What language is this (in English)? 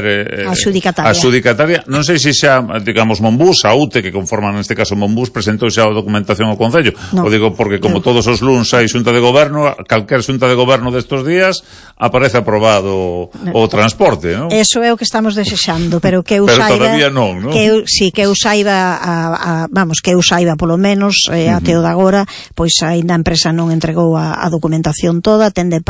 Galician